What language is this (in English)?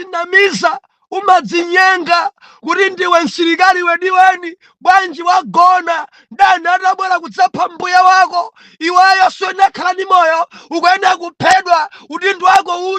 Nyanja